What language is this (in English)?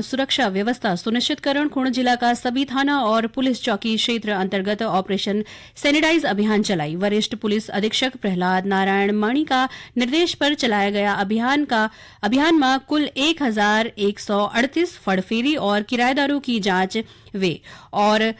Garhwali